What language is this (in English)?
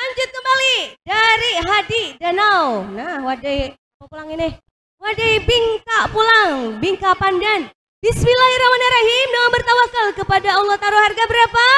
Banjar